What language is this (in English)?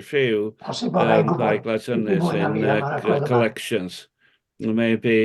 Welsh